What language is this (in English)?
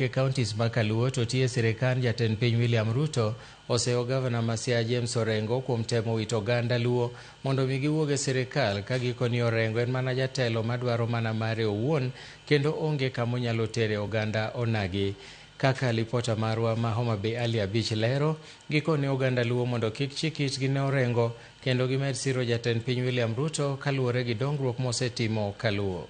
Luo (Kenya and Tanzania)